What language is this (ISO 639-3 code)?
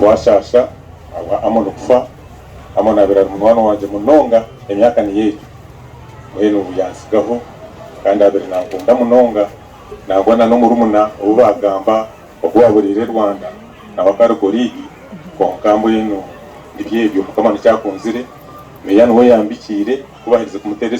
nyn